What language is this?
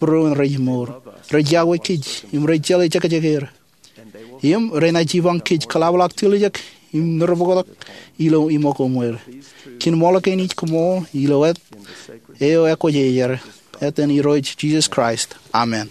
Marshallese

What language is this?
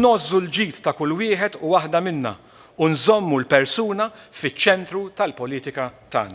Maltese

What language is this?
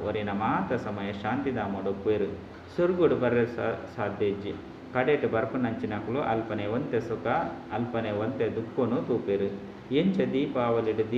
Tulu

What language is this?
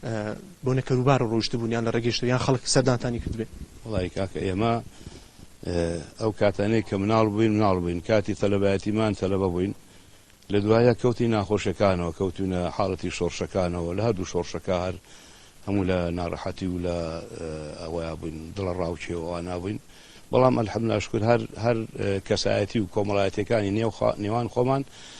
Central Kurdish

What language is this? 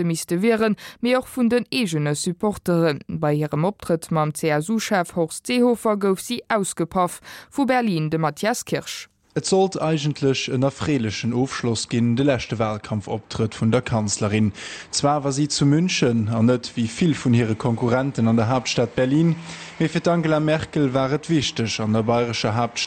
Luxembourgish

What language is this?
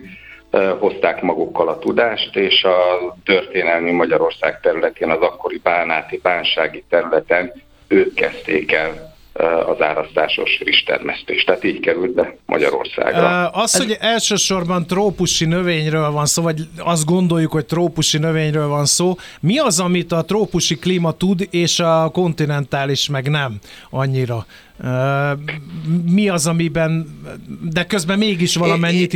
Hungarian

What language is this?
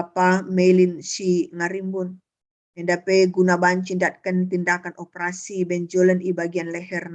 Batak Karo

